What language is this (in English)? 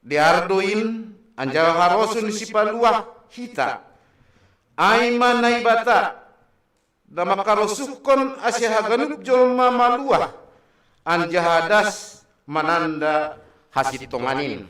Batak Simalungun